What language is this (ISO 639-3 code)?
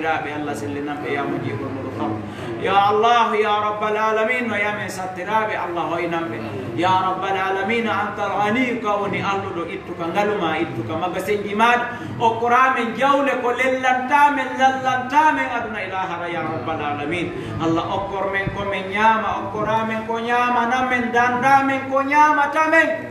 ful